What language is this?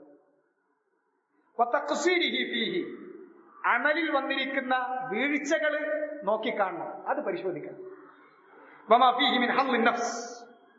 Malayalam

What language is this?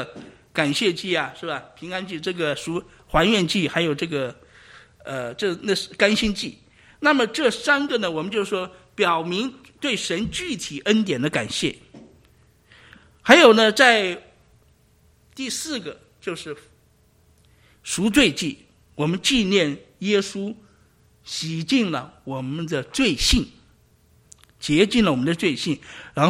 Chinese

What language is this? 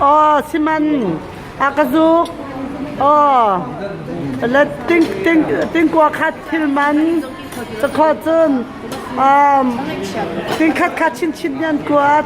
Hakha Chin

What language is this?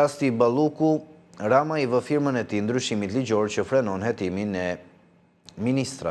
Albanian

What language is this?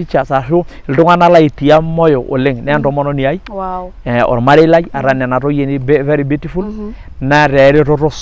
Masai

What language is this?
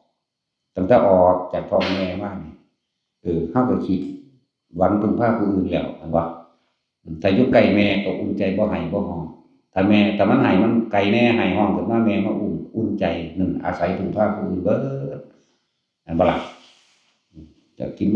Northeastern Thai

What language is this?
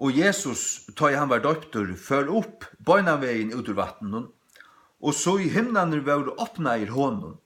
Faroese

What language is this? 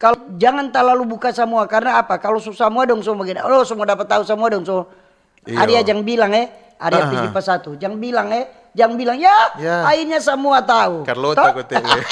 Manado Malay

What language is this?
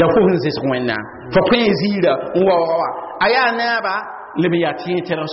Mossi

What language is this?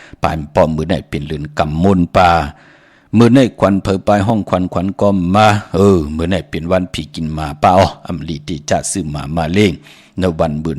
Shan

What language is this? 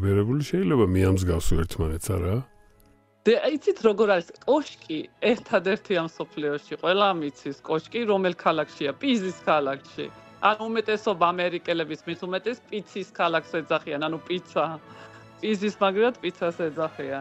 Georgian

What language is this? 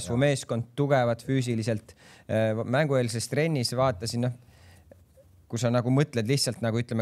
Estonian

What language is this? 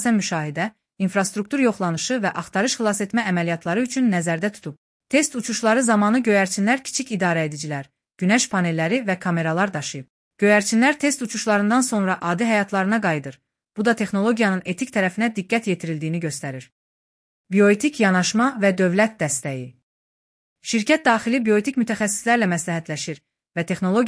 Azerbaijani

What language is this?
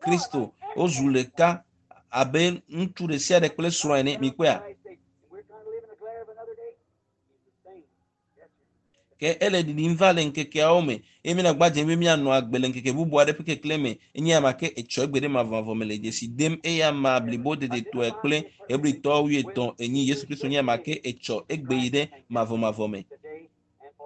Ewe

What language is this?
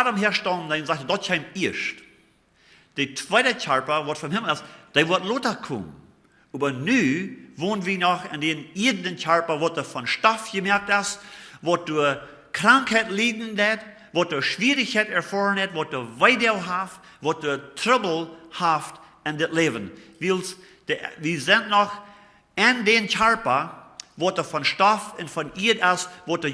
Plautdietsch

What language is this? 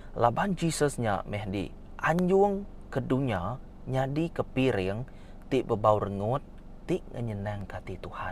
Iban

